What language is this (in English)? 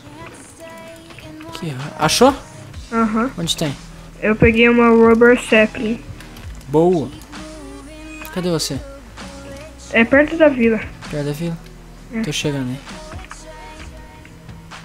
Portuguese